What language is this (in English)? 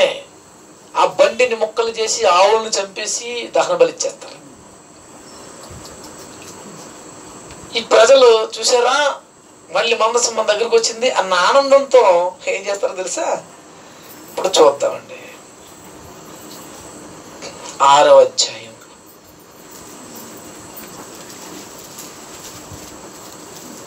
Telugu